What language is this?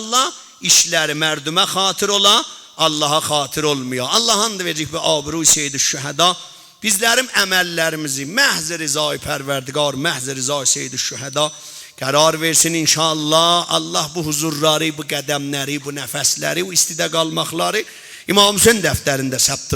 South Azerbaijani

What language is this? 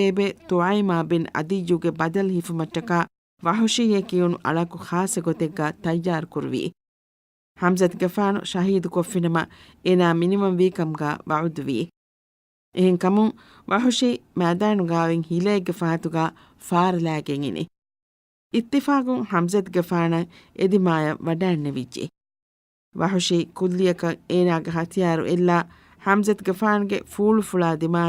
Divehi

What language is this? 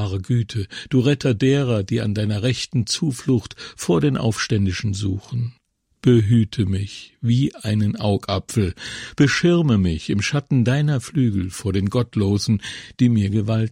German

